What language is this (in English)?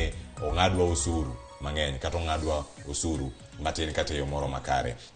Luo (Kenya and Tanzania)